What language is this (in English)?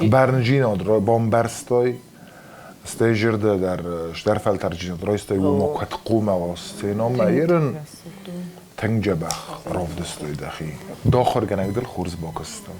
Ossetic